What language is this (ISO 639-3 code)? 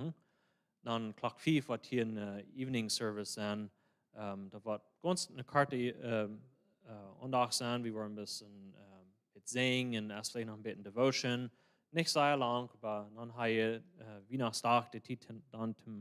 pdt